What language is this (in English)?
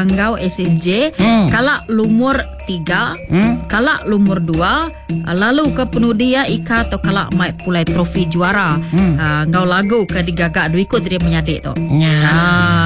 Iban